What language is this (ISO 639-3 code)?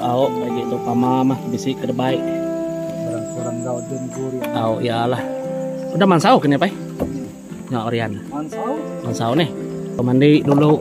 iba